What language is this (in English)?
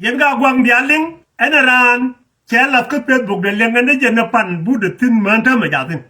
Nuer